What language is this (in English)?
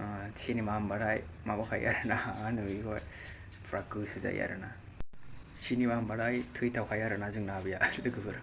Bodo